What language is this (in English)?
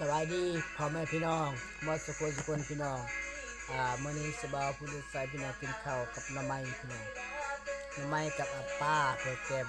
Lao